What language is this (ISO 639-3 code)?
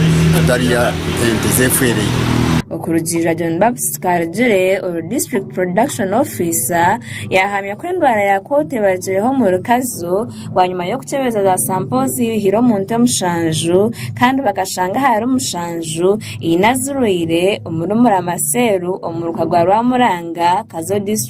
nyn